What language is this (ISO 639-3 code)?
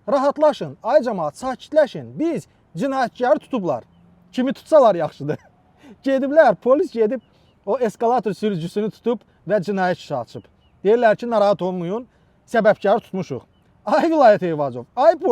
aze